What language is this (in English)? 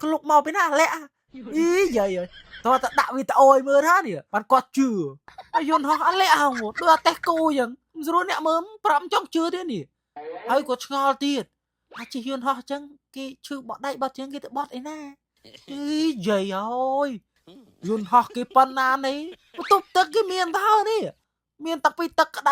Khmer